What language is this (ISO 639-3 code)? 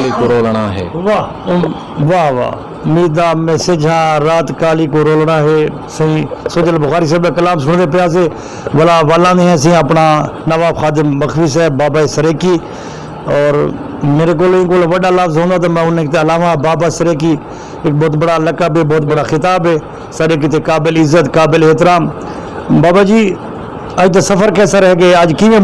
skr